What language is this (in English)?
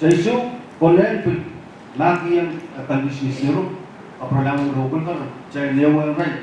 Pohnpeian